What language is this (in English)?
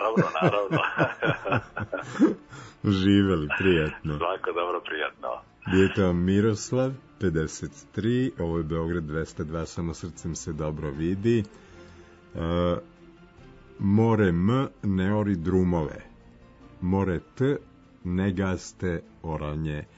Serbian